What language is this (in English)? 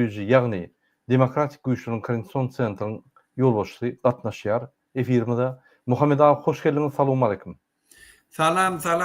Turkmen